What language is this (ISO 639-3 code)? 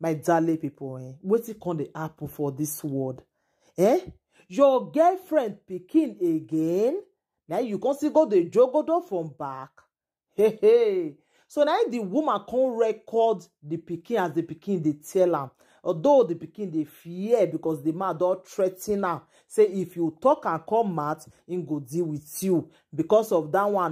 pcm